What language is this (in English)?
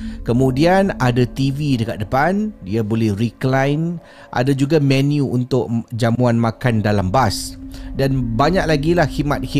Malay